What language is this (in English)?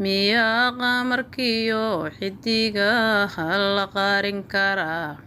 Somali